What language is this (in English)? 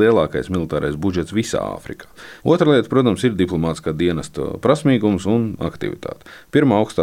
Latvian